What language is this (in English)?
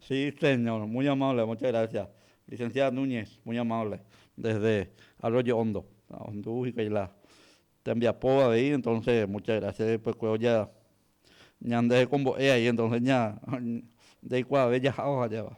Guarani